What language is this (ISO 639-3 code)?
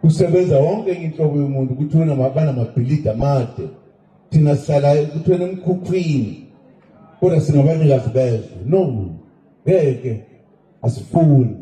zul